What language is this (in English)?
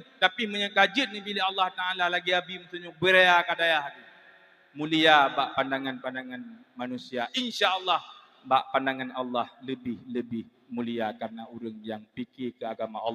Achinese